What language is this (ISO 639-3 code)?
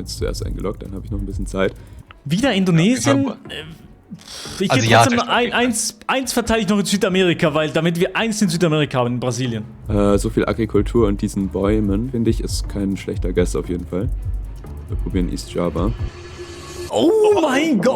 gsw